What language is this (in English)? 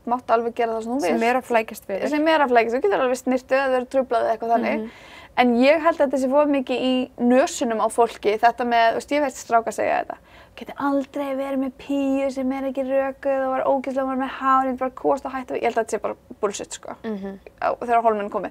Icelandic